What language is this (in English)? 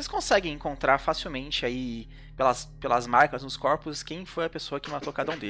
Portuguese